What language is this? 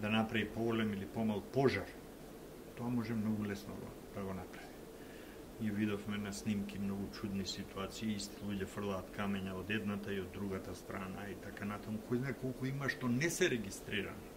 Macedonian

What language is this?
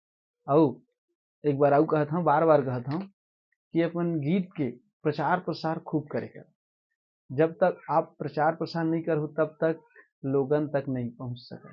Chhattisgarhi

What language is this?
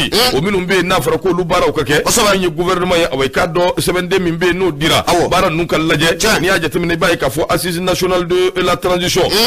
Bambara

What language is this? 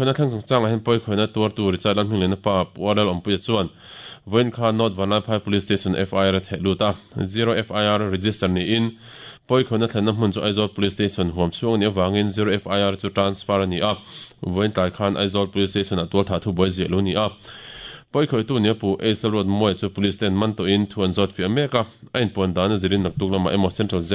Mizo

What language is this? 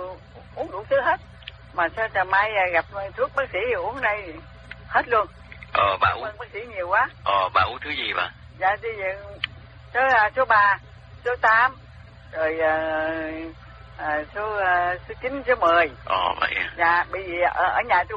Vietnamese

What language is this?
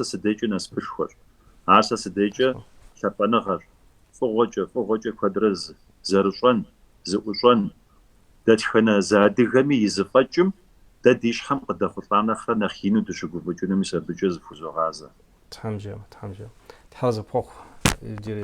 Kabardian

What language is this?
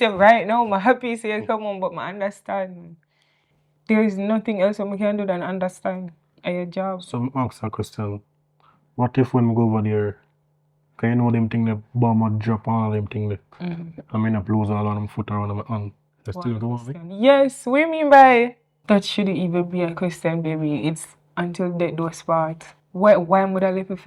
Jamaican Creole English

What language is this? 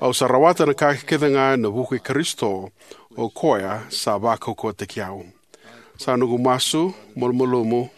Fijian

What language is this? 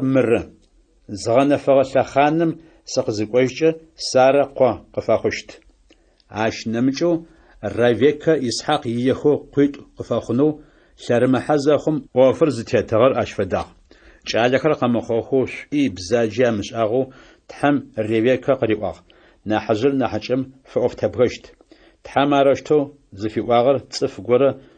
Adyghe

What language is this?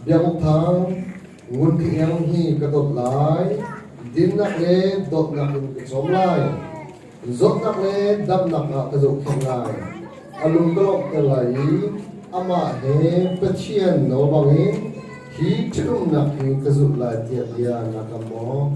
Hakha Chin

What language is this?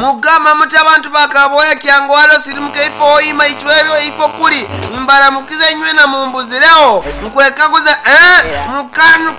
Nyoro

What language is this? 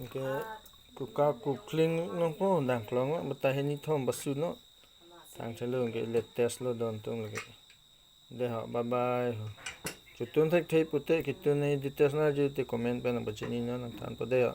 Karbi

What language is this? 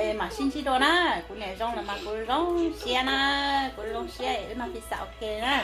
Hmong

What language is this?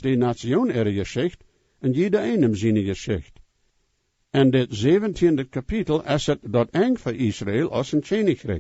Plautdietsch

